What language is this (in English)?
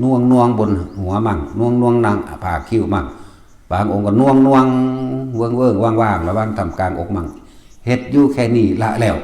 Northeastern Thai